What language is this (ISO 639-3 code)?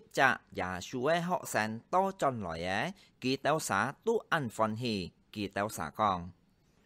hak